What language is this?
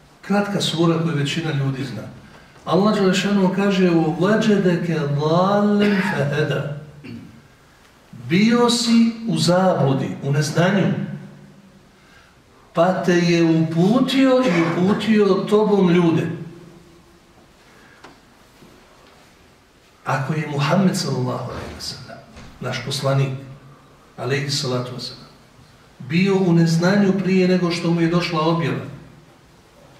Bosnian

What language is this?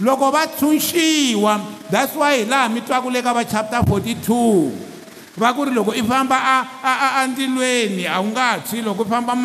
Tsonga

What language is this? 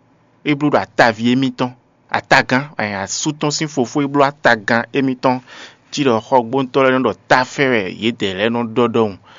Fon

